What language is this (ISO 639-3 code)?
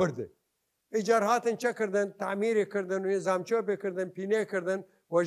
sdh